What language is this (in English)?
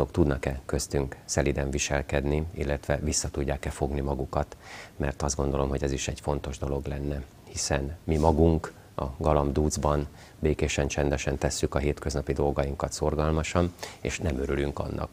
Hungarian